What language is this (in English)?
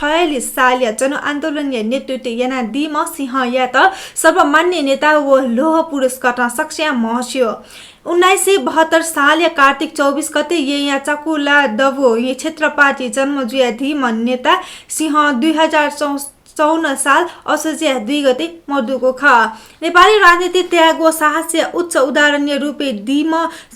Newari